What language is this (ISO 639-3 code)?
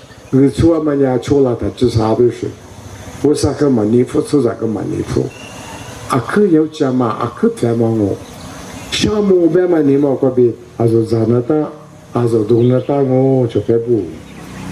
lis